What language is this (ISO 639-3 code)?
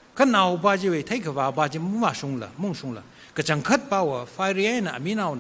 nmf